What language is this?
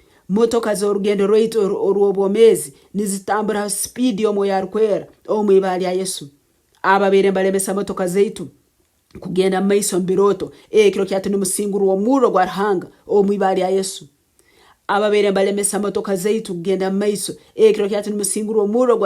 Nyoro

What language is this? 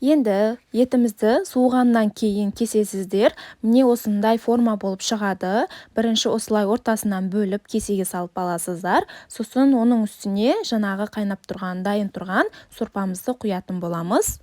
Kazakh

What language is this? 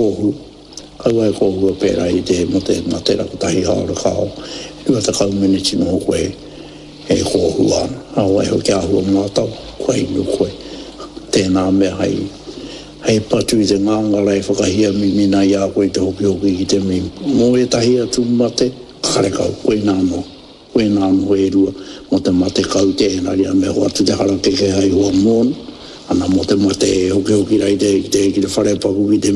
Māori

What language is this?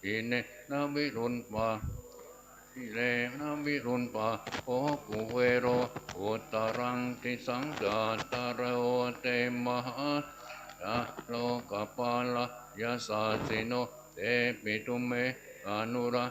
Pali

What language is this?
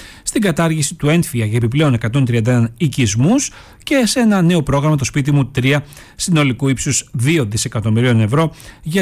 Greek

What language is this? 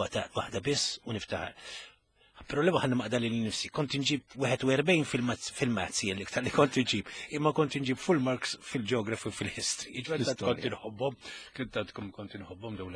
Maltese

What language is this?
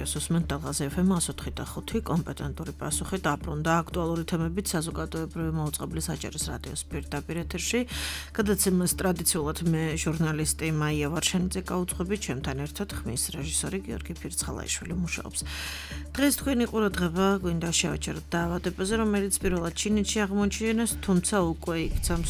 Georgian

